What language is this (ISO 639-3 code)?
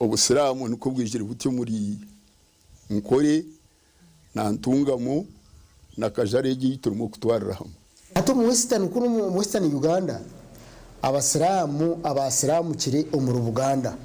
nyn